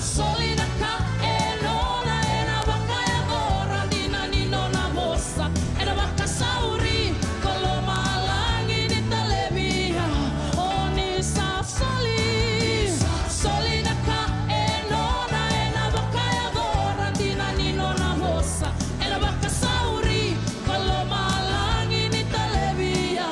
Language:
Fijian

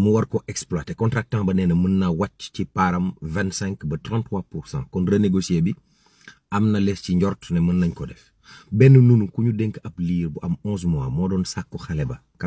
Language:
Wolof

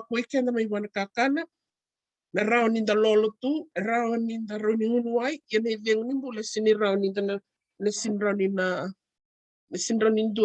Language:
Fijian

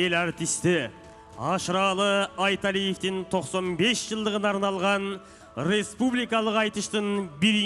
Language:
Kyrgyz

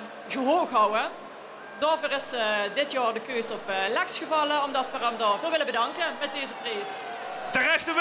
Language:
Limburgish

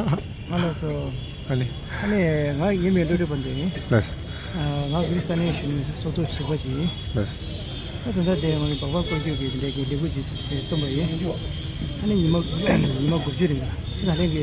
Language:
Tibetan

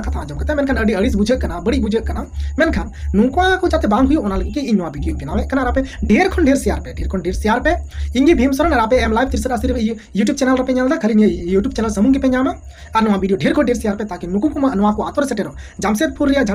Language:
Santali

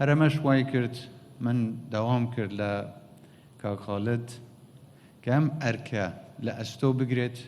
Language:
Central Kurdish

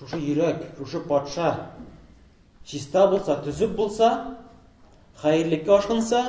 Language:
Tatar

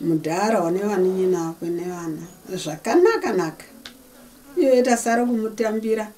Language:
Shona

